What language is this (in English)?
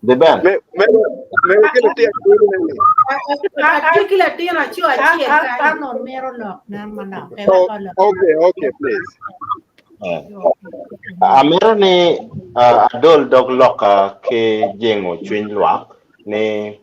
Acoli